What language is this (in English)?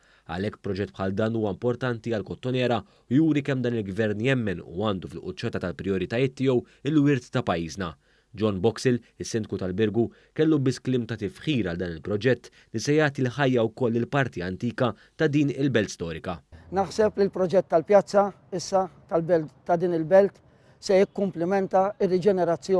Maltese